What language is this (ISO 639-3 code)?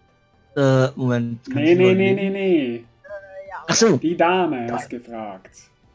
deu